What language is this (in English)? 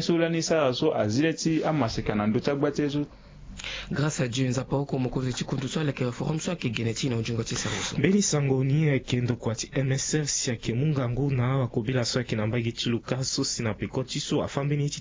Sango